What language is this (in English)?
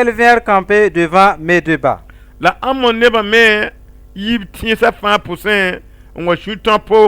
Mossi